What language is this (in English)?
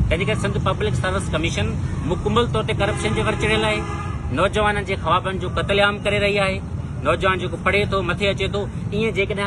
Sindhi